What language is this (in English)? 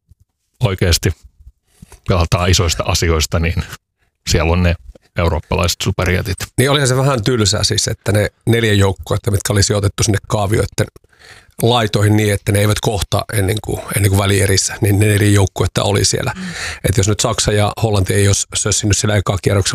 Finnish